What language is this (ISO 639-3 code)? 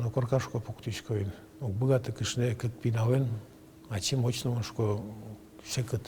udm